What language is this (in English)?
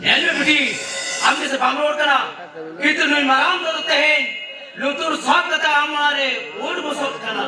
Santali